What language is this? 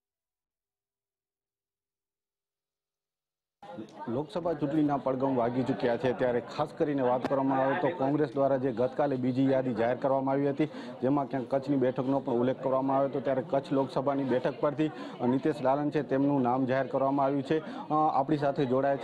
Gujarati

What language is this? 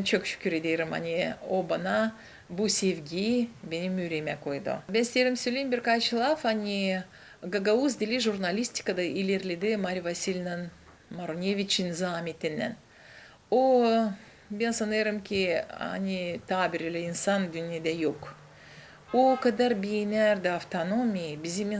Gagauz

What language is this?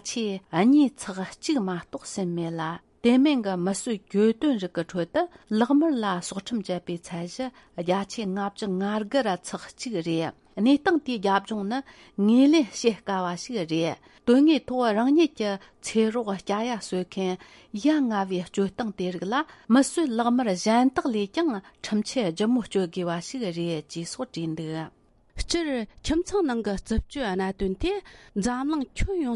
Tibetan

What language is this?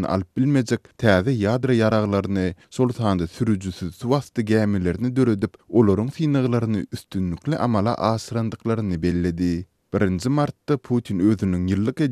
Turkmen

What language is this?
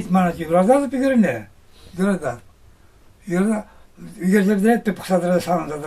Chuvash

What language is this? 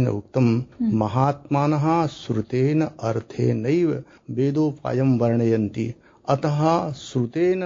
Sanskrit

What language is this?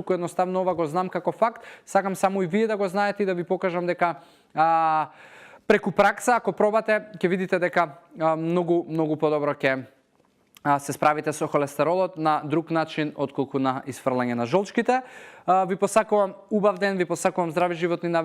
Macedonian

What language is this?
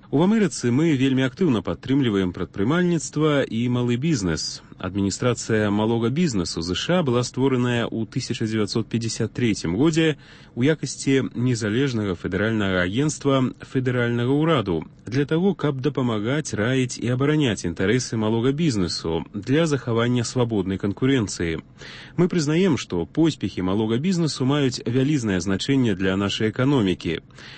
Belarusian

